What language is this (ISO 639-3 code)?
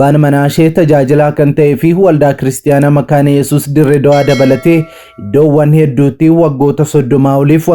orm